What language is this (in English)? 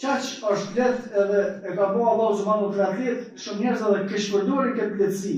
Albanian